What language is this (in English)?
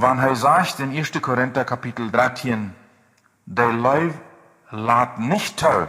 Plautdietsch